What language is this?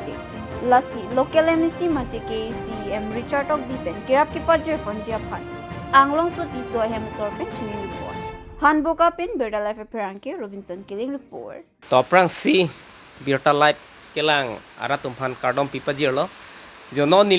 Karbi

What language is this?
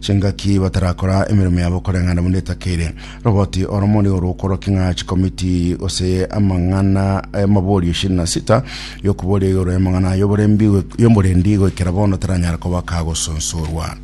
Gusii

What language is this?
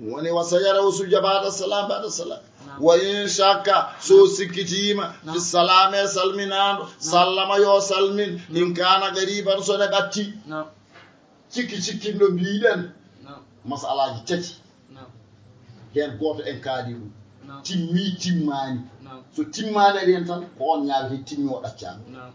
Fula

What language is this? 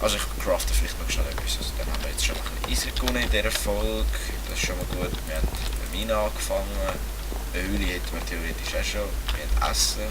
Swiss German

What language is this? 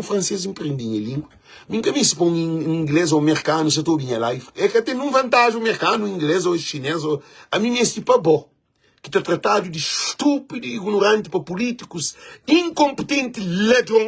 Kabuverdianu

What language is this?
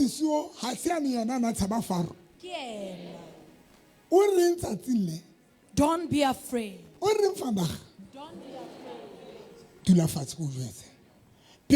Southern Sotho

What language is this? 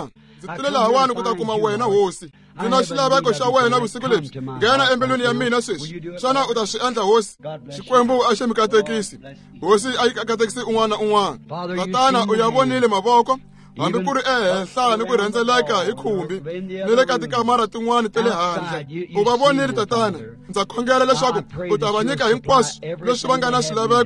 Tsonga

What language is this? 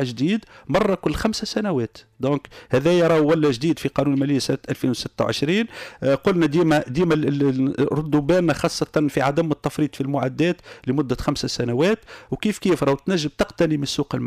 Tunisian Arabic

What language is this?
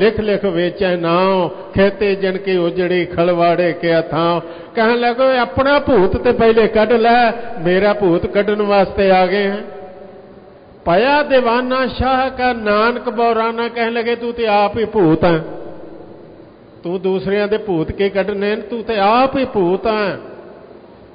Punjabi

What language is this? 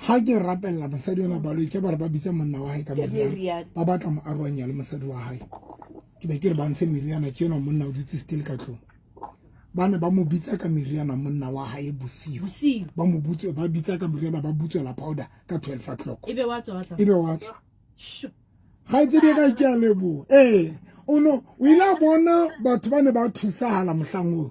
Southern Sotho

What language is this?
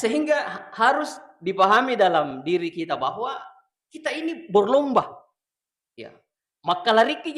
Buginese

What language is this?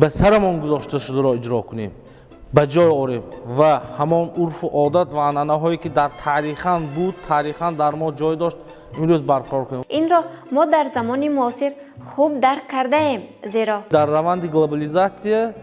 Tajik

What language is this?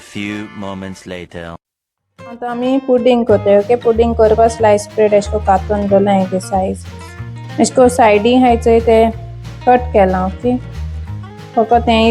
Konkani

